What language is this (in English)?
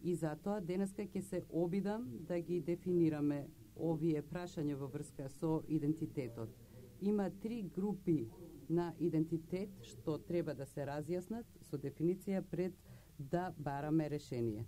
Macedonian